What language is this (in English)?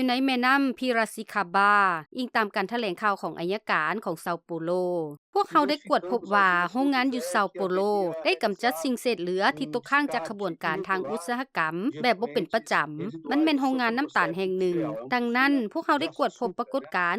Lao